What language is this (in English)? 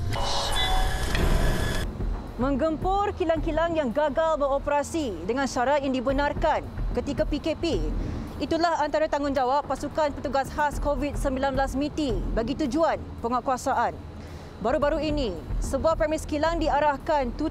Malay